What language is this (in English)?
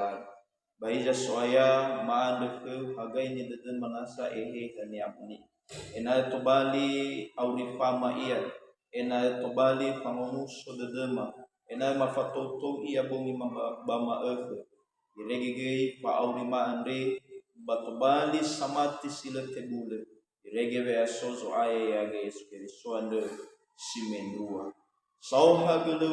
Nias